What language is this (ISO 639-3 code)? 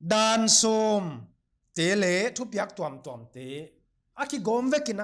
pck